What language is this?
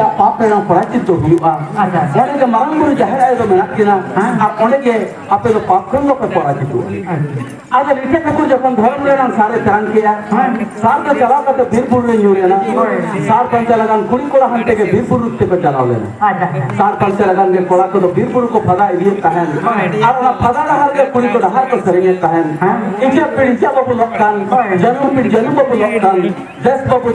Santali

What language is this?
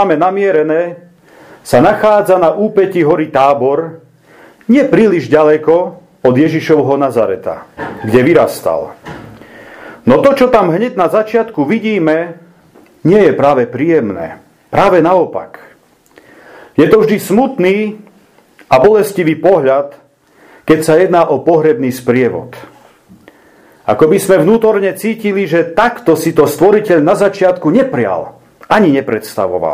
Slovak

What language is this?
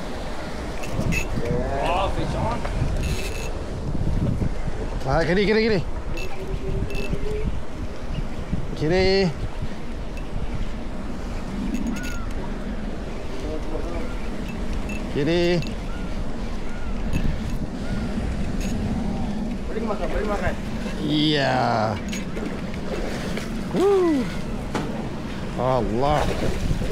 Malay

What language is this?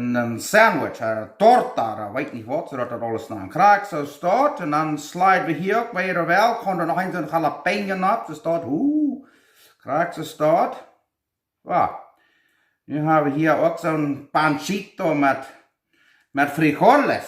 Plautdietsch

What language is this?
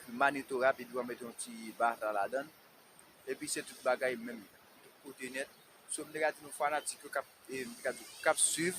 Haitian Creole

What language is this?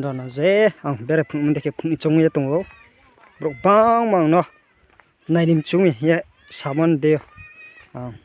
Riang (India)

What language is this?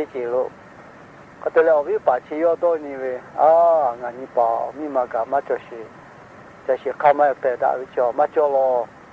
Lahu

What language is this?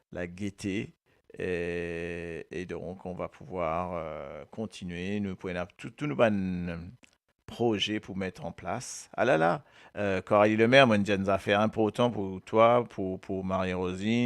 Morisyen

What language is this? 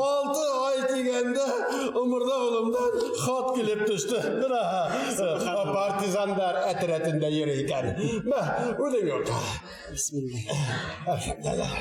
Bashkir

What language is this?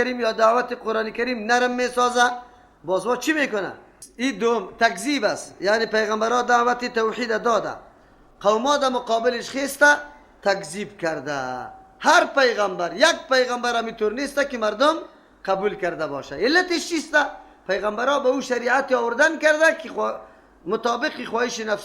Persian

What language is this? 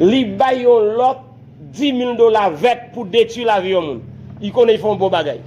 Haitian Creole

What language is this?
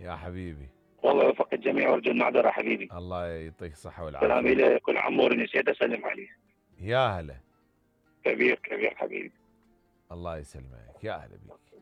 Mesopotamian Arabic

